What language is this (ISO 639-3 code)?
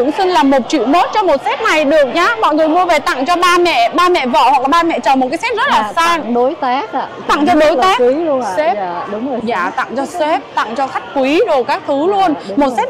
vie